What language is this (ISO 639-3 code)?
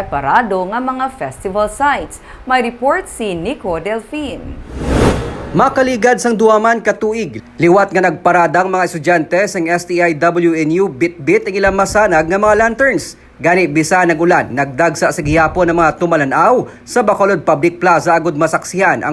hil